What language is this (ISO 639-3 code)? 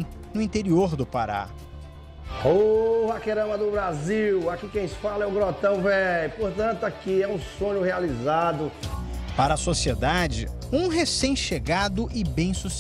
por